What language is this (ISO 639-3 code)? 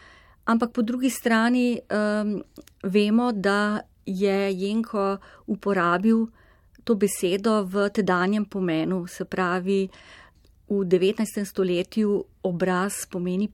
slv